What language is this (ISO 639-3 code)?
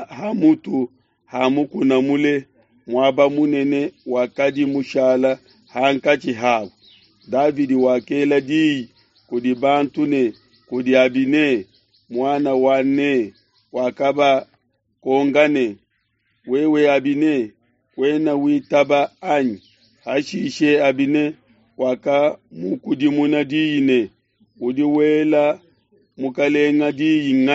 lua